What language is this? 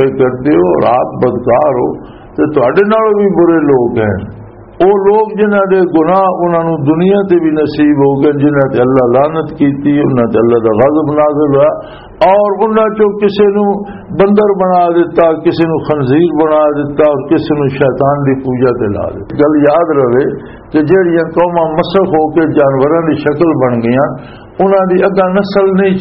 Western Panjabi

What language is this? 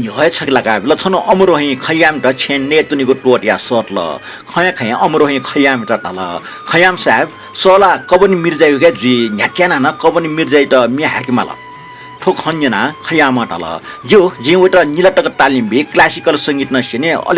Newari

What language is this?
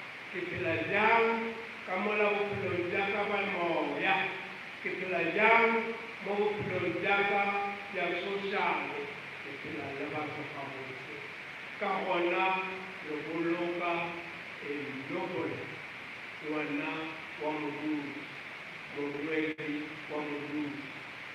Northern Sotho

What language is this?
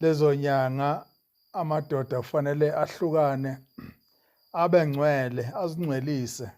Zulu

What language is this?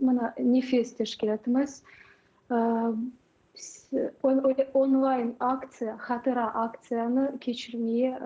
Crimean Tatar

